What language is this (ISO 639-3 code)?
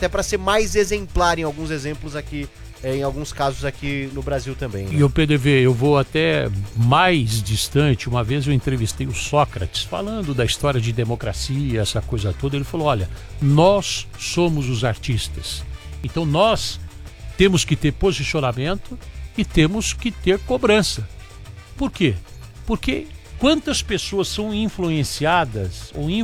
por